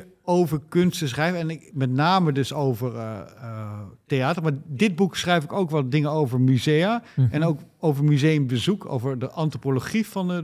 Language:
Dutch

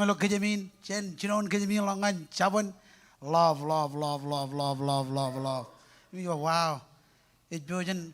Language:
Marshallese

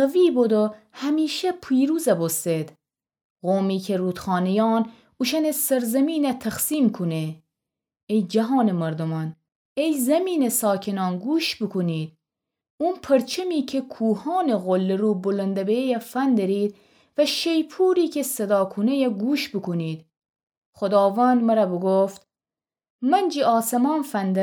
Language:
Gilaki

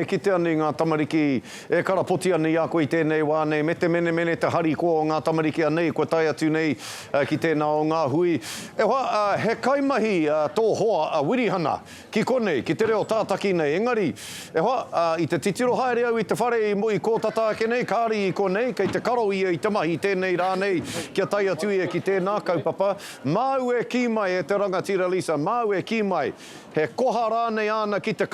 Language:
Māori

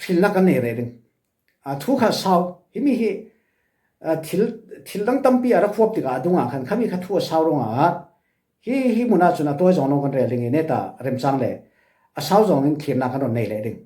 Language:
Falam Chin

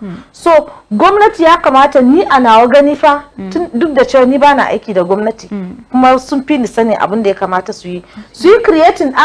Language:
Hausa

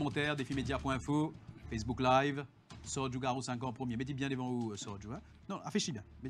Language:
French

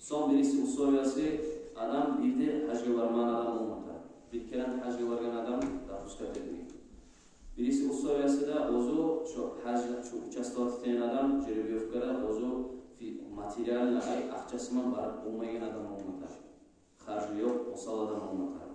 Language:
Kumyk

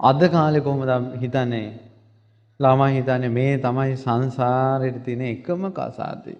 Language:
Sinhala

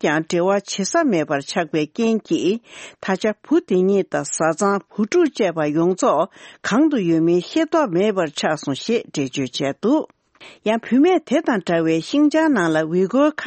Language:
Tibetan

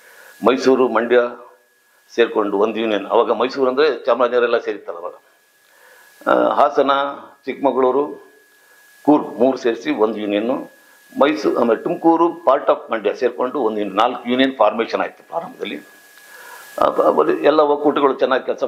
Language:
Kannada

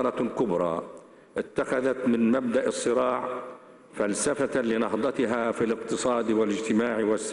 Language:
Arabic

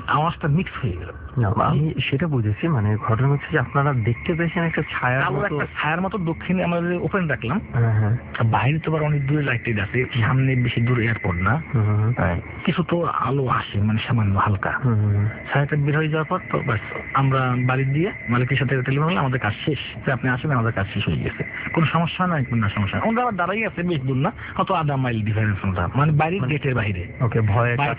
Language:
Bangla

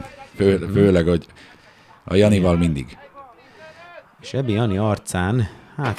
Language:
Hungarian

